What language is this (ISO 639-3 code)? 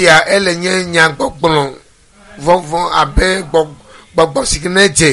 ewe